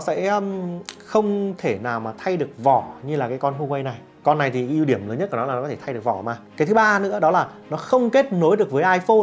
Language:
Vietnamese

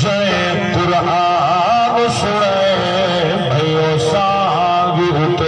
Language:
Saraiki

